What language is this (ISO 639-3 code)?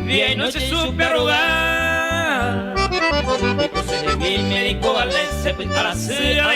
grn